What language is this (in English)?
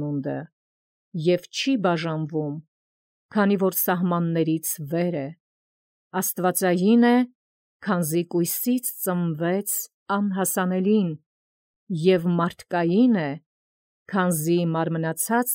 Armenian